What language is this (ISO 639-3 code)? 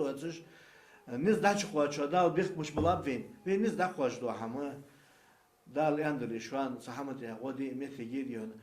inh